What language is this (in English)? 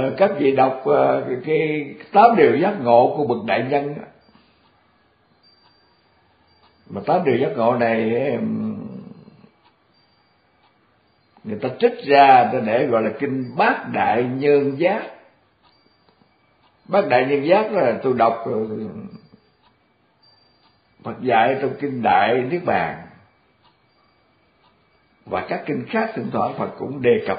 Vietnamese